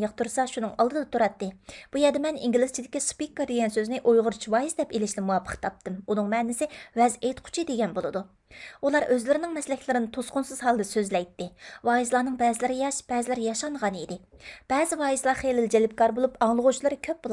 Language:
Uyghur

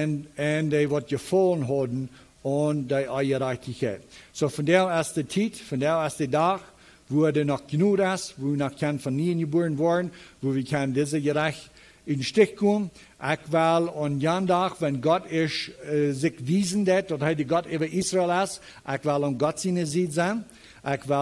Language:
Plautdietsch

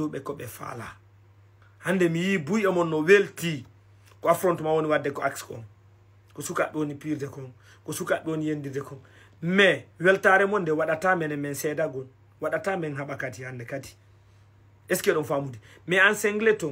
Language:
Fula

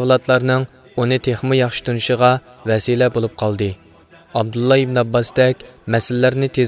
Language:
Uyghur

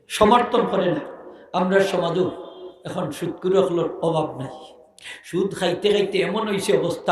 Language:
Sylheti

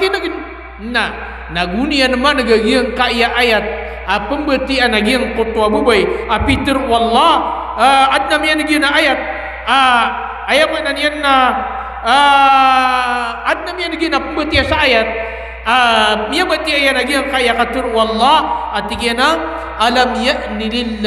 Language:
Maranao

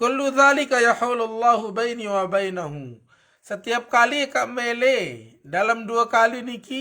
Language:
Sasak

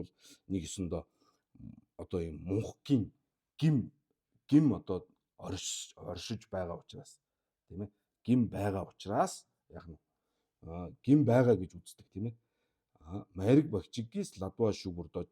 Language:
Mongolian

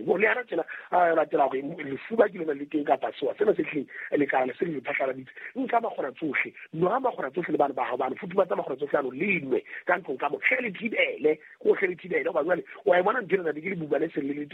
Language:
Southern Sotho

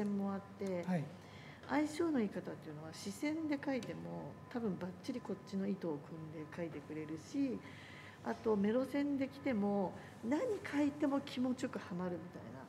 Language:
Japanese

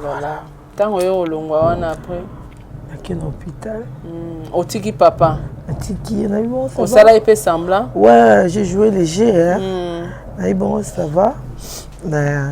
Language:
Lingala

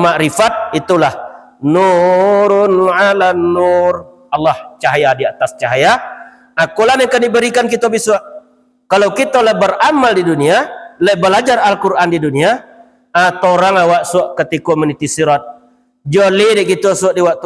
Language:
Minangkabau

